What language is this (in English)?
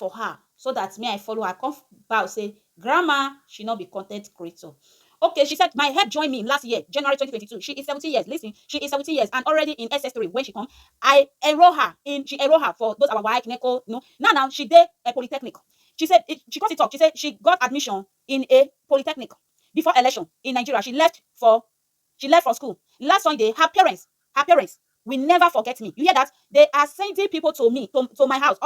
Nigerian Pidgin